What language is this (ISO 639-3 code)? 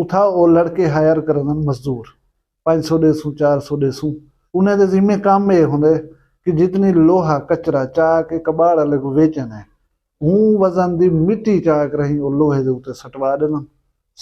skr